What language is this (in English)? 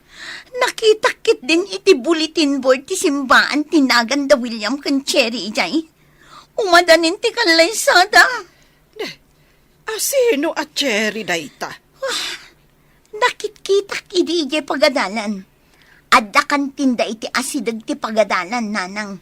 Iloko